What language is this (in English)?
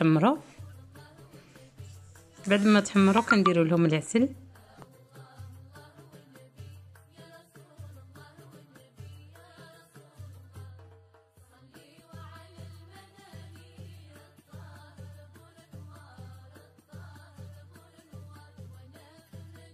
Moroccan Arabic